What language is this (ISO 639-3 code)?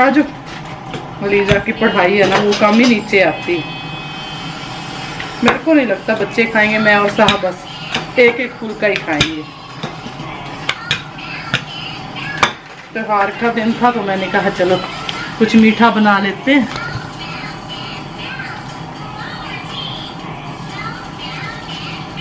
hin